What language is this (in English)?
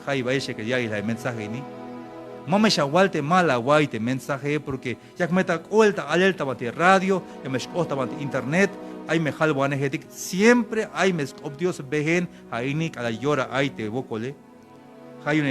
Tzeltal